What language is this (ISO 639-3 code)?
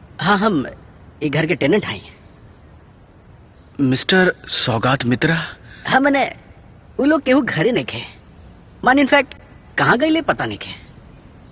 bho